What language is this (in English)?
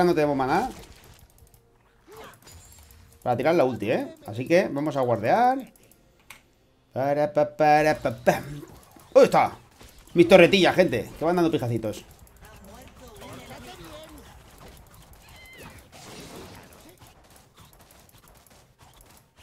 Spanish